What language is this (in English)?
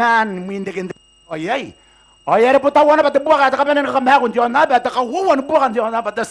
Gilbertese